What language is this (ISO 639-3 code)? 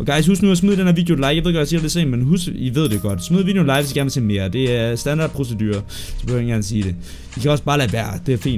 dan